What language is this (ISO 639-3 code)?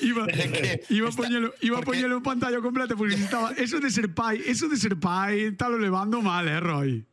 glg